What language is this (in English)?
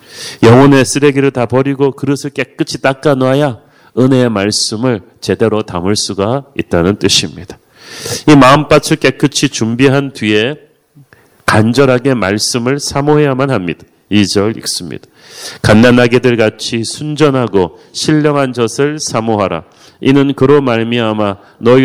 Korean